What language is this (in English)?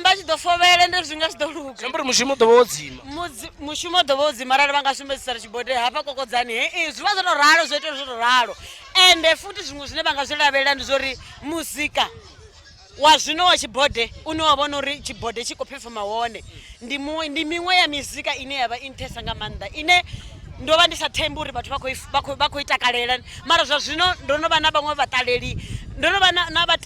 Venda